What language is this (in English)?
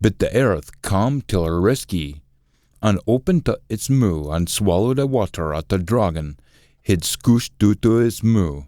Scots